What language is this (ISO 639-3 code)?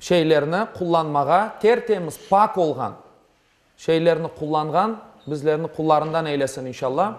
crh